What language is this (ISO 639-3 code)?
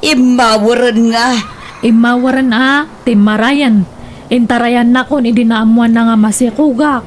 ilo